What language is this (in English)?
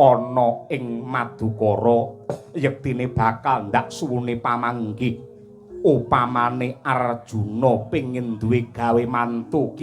Javanese